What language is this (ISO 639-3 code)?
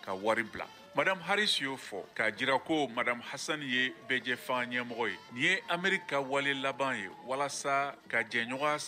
bam